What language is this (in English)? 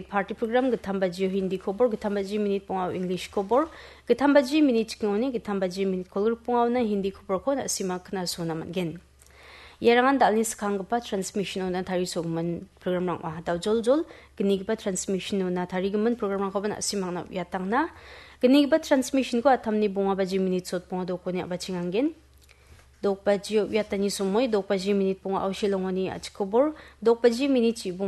Garo